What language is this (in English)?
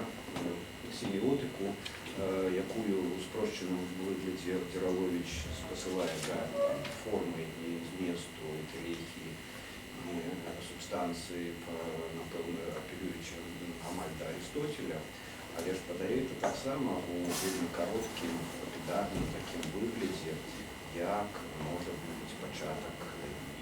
Belarusian